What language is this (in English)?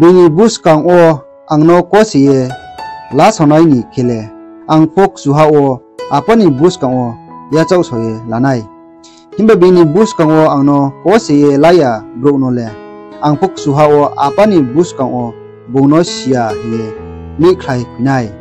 Riang (India)